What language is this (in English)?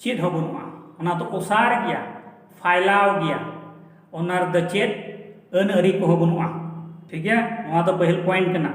Santali